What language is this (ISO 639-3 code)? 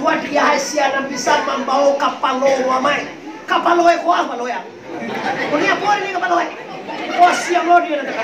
min